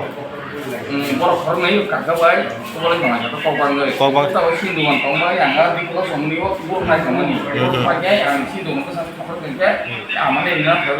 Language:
Kok Borok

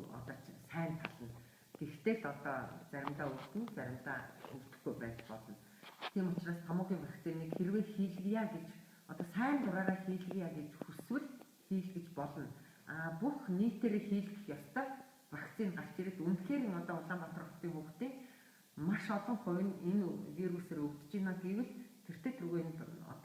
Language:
Mongolian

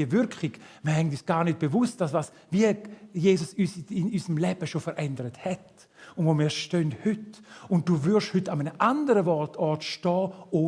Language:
Swiss German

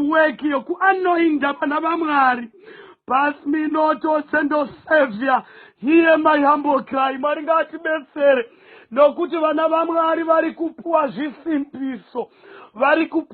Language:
Shona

